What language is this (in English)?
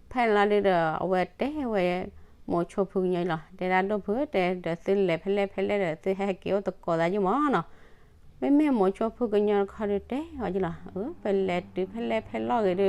S'gaw Karen